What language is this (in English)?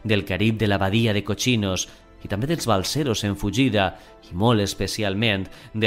Catalan